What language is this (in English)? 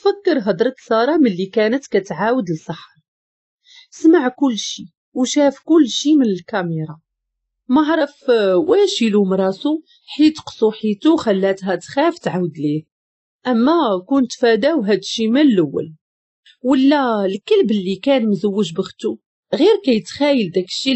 Moroccan Arabic